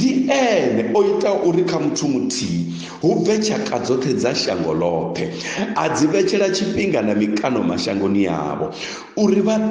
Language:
Venda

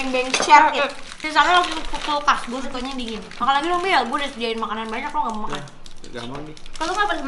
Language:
Indonesian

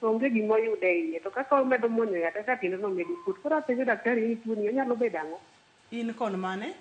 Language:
Luo (Kenya and Tanzania)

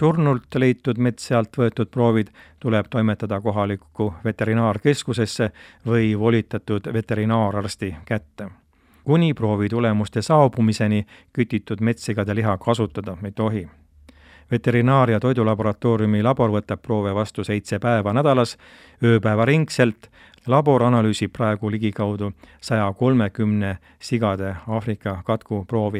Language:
Estonian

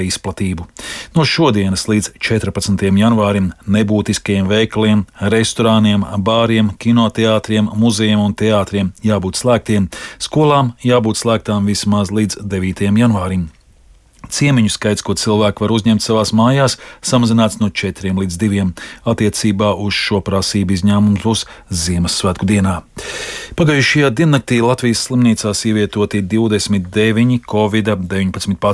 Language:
Latvian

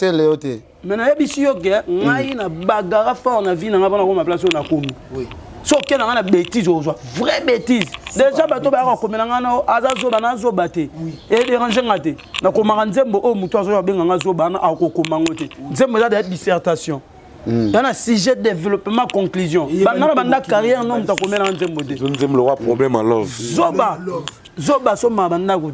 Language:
Lingala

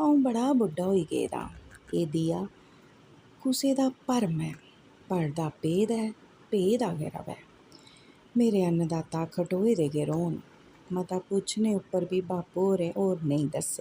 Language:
Dogri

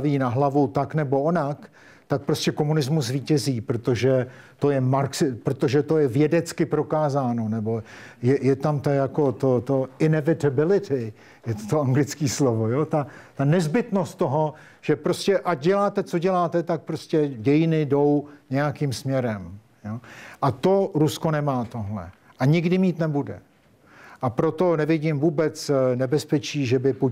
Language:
Czech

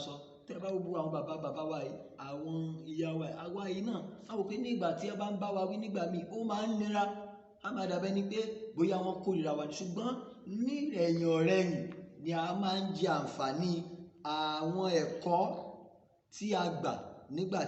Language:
Yoruba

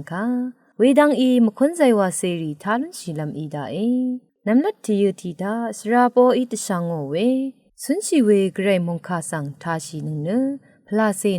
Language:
Rawang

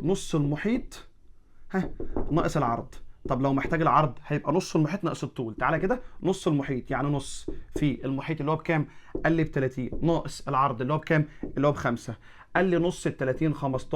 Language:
Egyptian Arabic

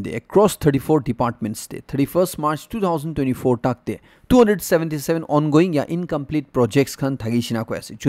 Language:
Naga Pidgin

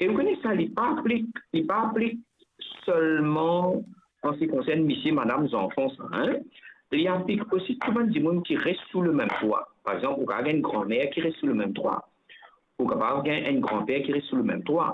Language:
Morisyen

